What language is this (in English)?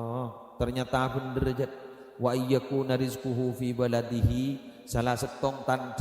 Madurese